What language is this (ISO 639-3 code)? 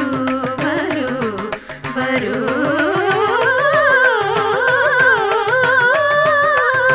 mal